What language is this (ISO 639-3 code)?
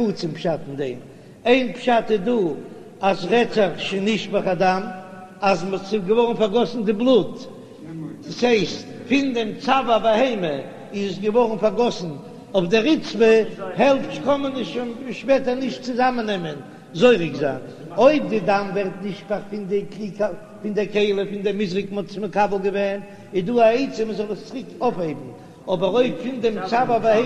yid